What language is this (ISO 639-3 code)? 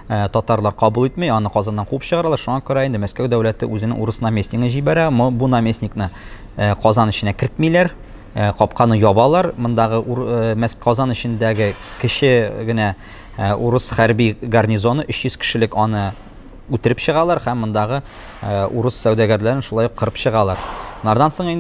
tat